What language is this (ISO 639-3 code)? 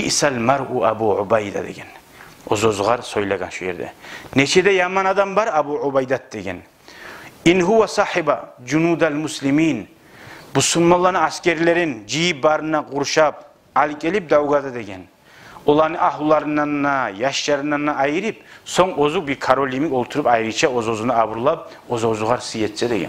kum